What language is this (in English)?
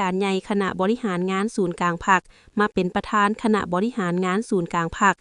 Lao